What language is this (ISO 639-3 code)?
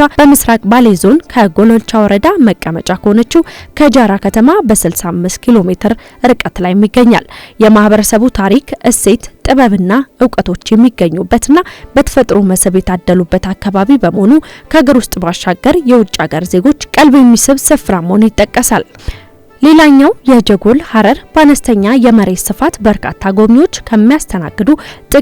amh